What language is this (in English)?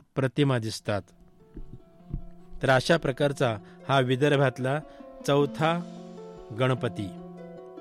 Marathi